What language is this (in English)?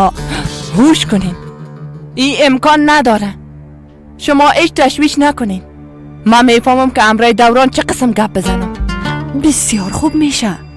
Persian